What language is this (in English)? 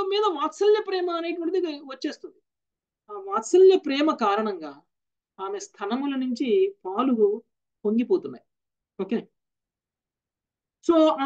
Telugu